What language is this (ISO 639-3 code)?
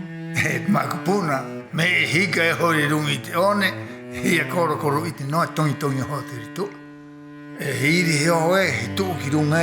rap